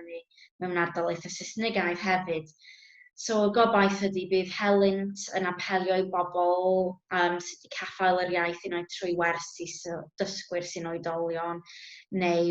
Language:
Welsh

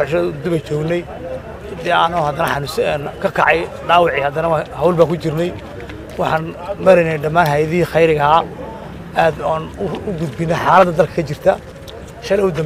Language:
Somali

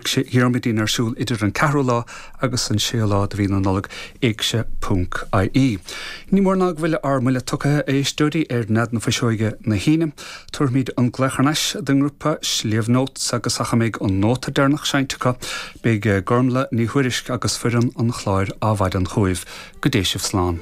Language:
Irish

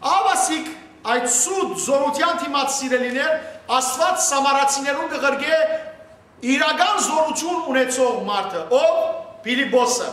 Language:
Western Armenian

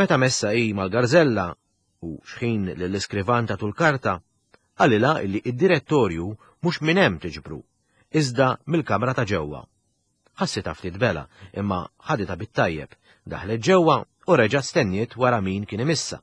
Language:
Maltese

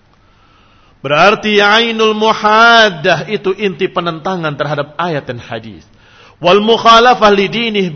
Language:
Indonesian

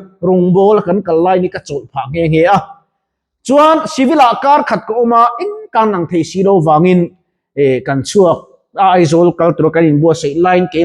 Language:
Mizo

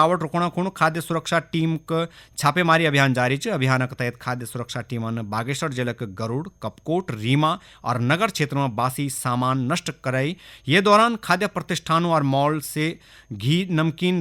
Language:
Garhwali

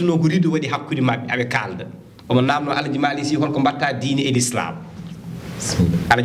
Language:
Fula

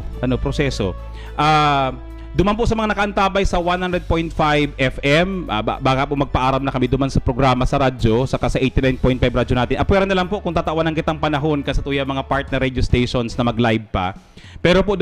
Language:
Bikol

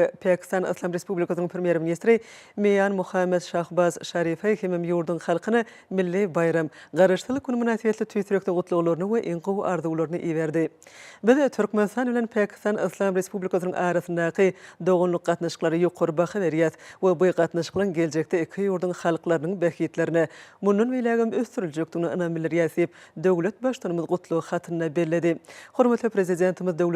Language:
Turkmen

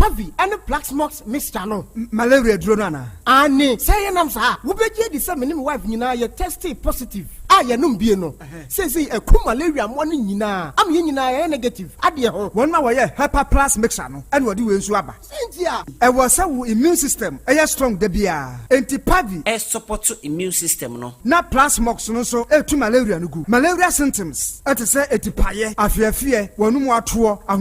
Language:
Akan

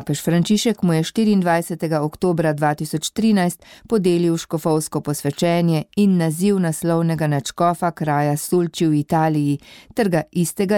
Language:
Slovenian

